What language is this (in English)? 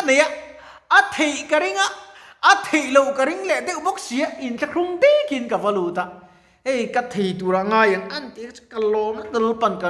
Mizo